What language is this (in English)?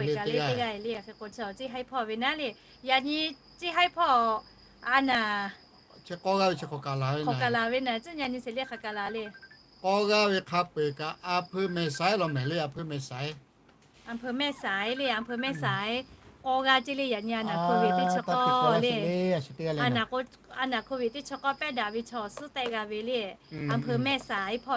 Lahu